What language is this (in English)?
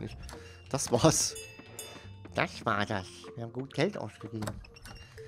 German